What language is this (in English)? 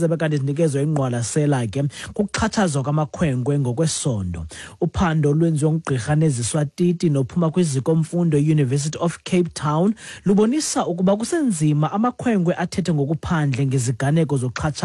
Xhosa